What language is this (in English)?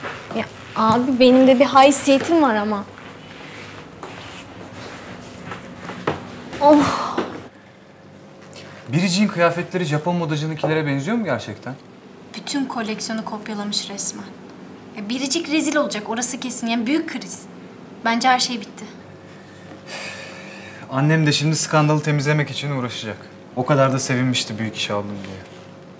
Turkish